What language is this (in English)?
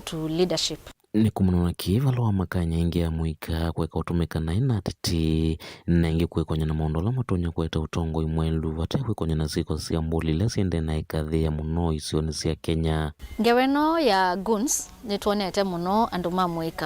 Kamba